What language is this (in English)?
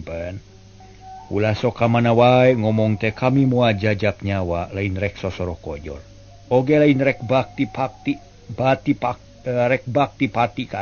Sundanese